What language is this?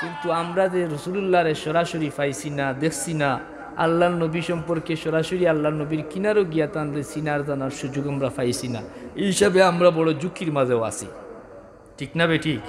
Sylheti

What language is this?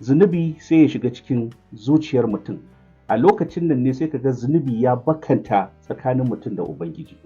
Hausa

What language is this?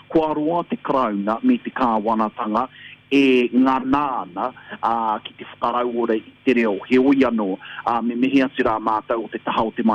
Māori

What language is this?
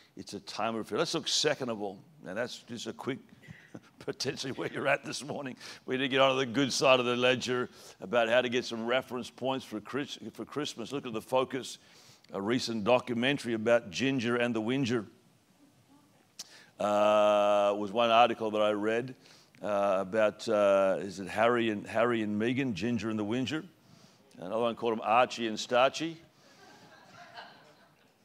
English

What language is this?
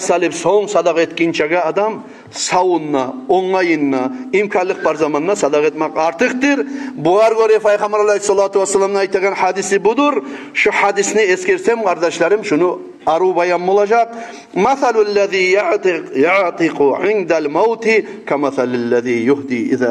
Kumyk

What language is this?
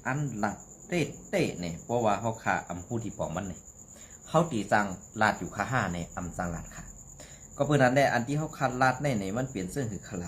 Shan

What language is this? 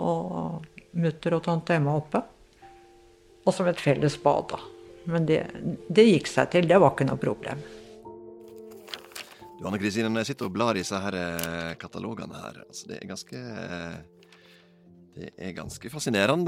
Norwegian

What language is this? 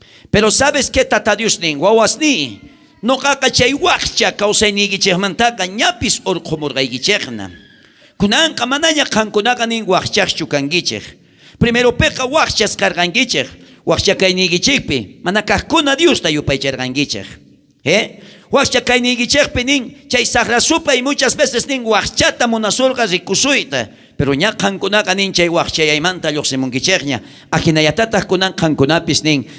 South Bolivian Quechua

